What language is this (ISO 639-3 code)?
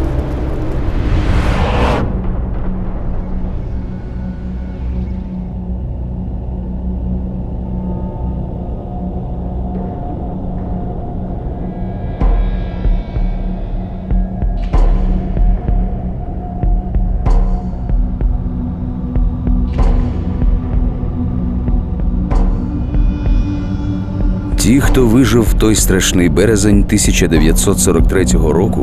ukr